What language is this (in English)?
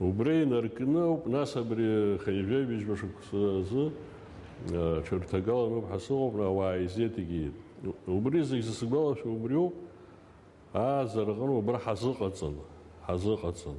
Abkhazian